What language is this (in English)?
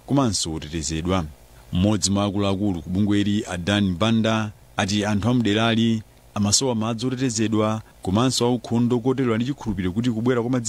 Nyanja